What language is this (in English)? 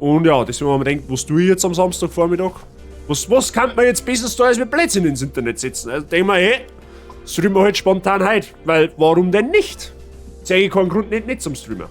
Bavarian